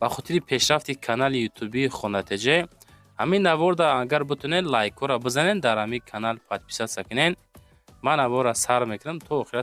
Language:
Tajik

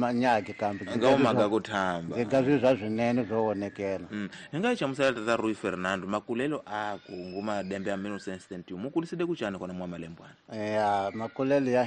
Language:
Tsonga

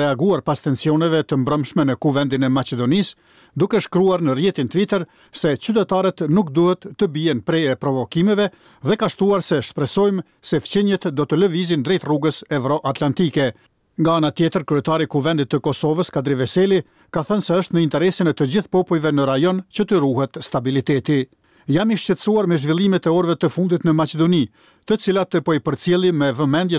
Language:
Albanian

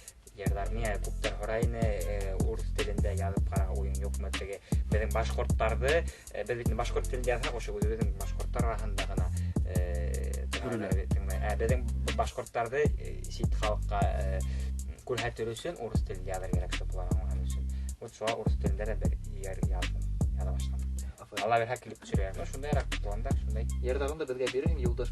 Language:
Bashkir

